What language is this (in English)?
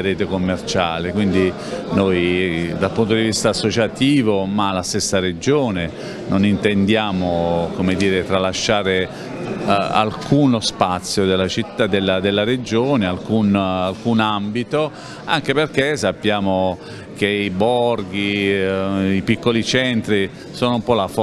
Italian